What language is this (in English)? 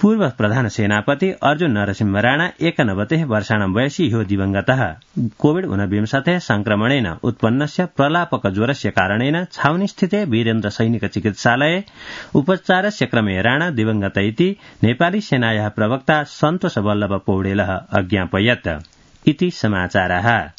Sanskrit